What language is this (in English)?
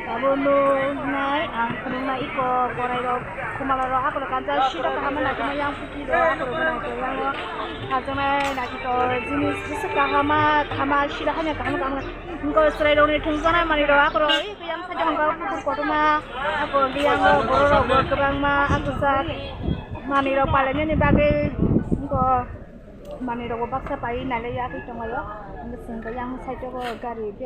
Kok Borok